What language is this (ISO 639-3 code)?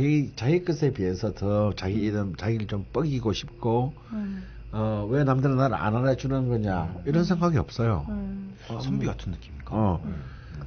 kor